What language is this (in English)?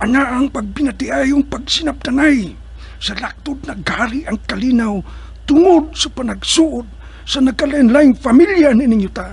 Cebuano